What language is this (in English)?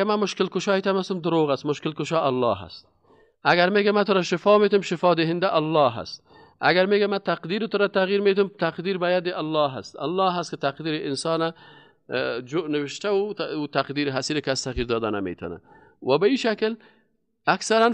Persian